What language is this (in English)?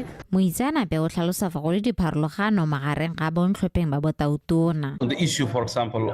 Tswana